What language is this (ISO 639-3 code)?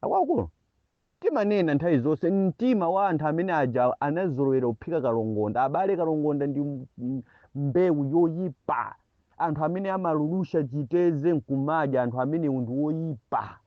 nya